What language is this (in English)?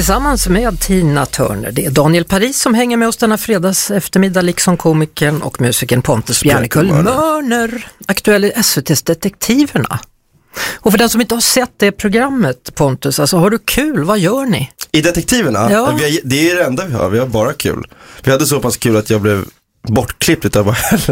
Swedish